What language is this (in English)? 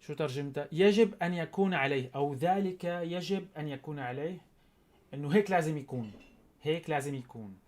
North Levantine Arabic